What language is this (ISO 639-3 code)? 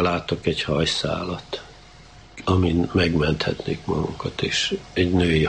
hun